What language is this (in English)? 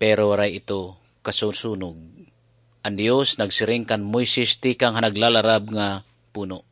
Waray